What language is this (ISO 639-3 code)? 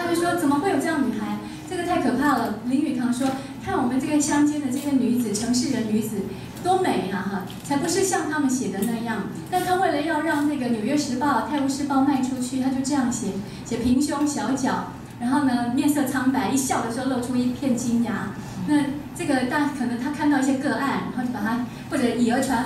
zho